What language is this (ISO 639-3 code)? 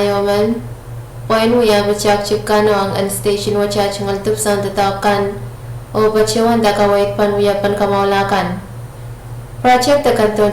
pon